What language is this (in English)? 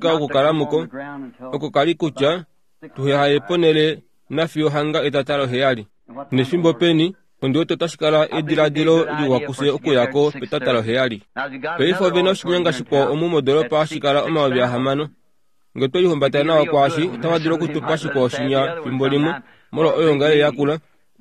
Kuanyama